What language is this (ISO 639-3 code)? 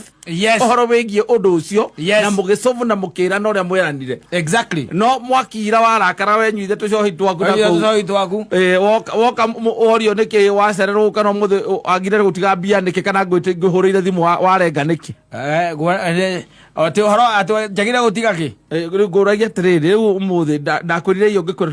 kik